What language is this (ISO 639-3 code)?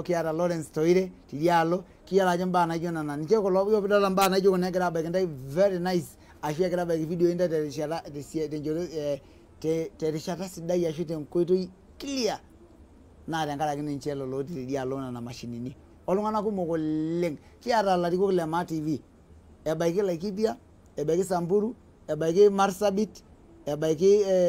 mas